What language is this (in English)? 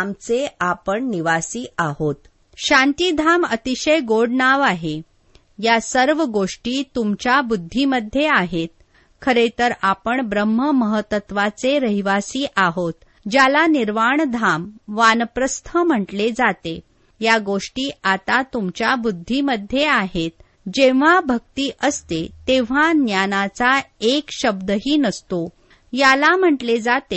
Marathi